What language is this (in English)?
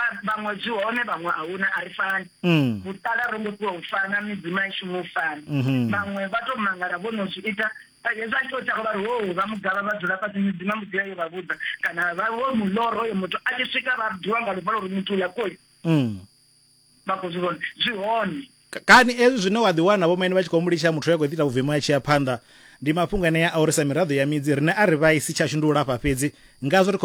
Venda